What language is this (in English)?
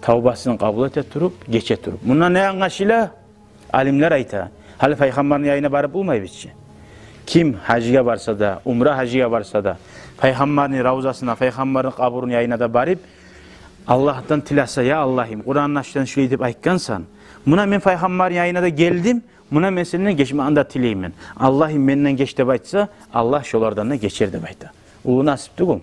Kumyk